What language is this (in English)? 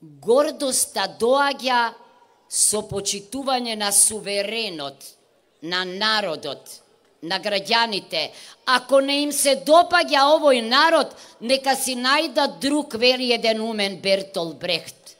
Macedonian